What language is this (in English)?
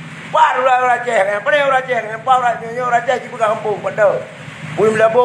Achinese